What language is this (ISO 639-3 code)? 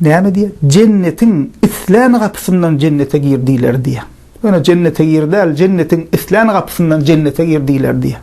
tuk